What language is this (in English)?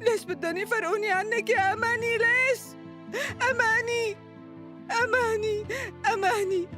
North Levantine Arabic